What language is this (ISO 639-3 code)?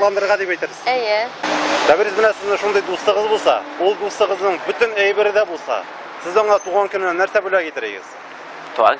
tat